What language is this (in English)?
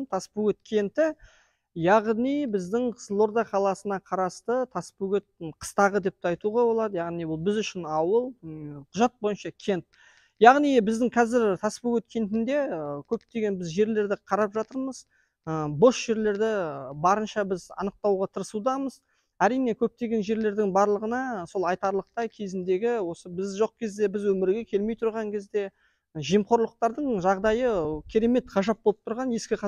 Kazakh